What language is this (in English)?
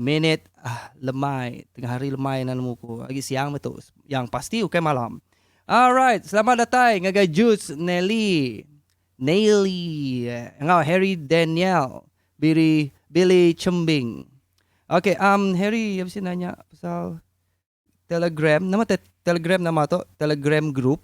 Iban